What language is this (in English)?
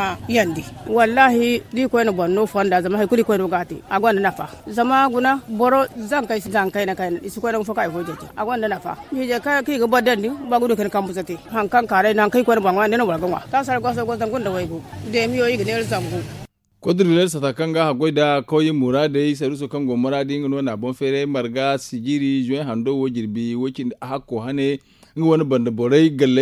Zarma